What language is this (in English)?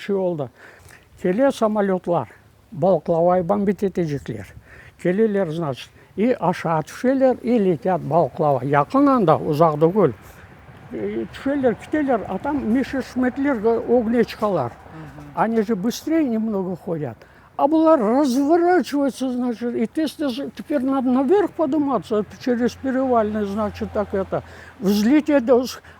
Crimean Tatar